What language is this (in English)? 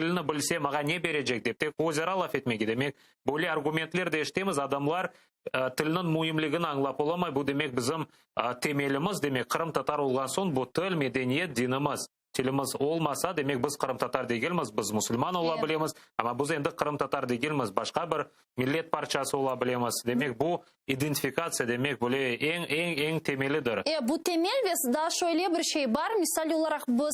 Crimean Tatar